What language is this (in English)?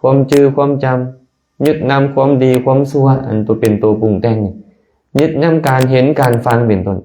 Lao